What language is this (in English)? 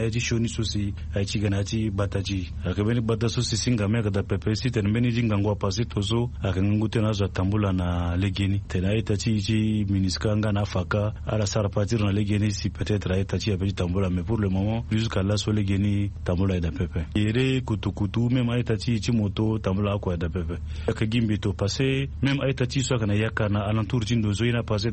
Sango